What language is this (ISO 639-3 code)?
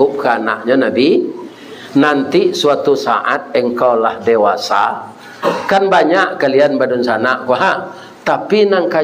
min